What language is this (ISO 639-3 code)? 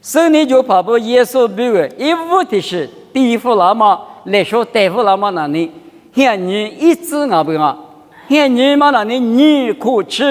lis